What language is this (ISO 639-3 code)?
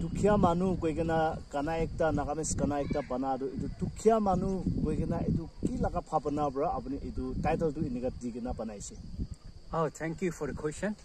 nag